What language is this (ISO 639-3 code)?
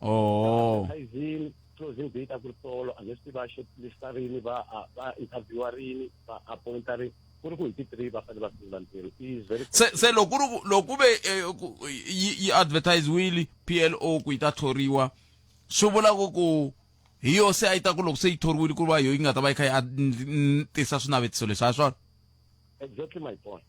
tso